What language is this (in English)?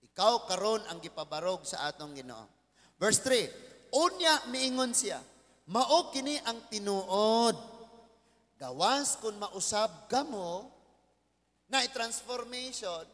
Cebuano